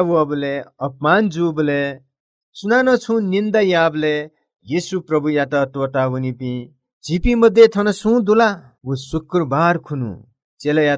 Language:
Newari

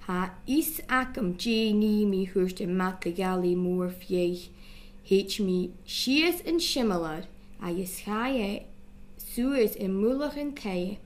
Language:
Scottish Gaelic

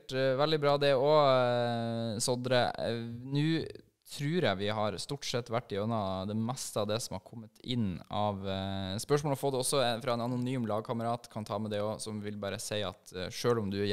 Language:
Norwegian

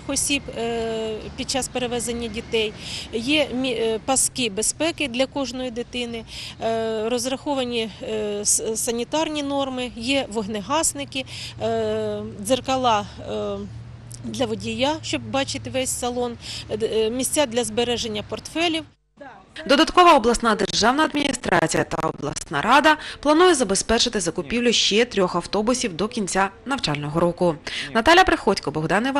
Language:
Ukrainian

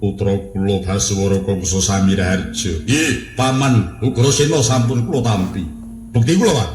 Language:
Javanese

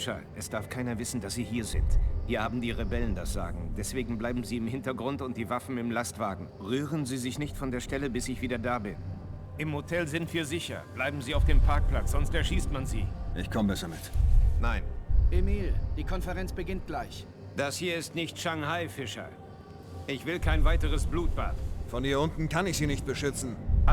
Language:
Bavarian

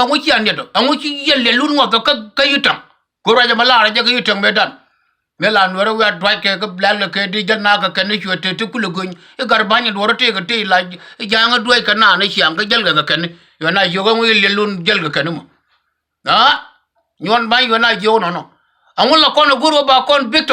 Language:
Nuer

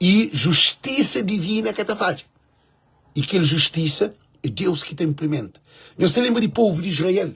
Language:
Kabuverdianu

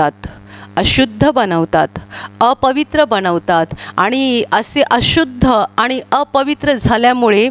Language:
Marathi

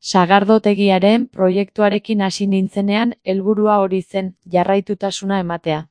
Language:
Basque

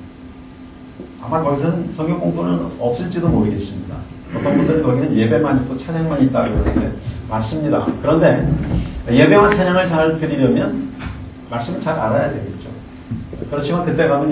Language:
Korean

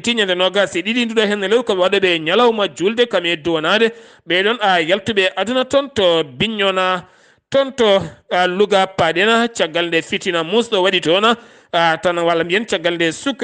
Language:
Fula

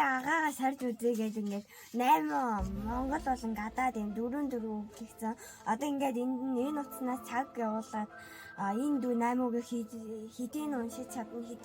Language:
Mongolian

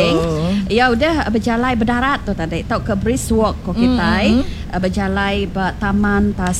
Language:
Iban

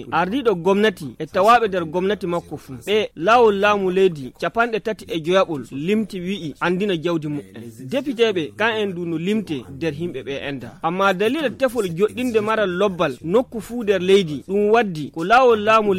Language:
Fula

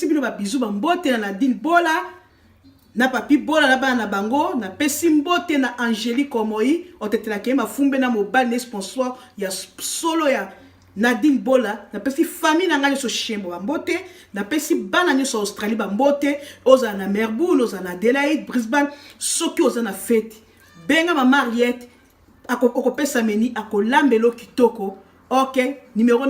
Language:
Lingala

